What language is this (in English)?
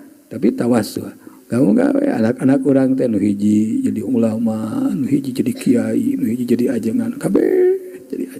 Sundanese